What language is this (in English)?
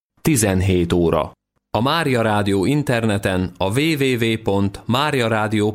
Hungarian